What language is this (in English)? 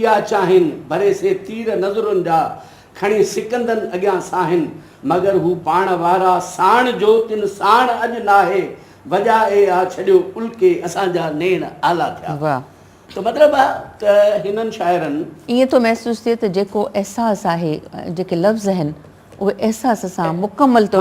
Sindhi